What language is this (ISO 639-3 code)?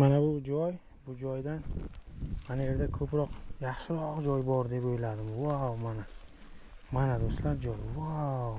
uzb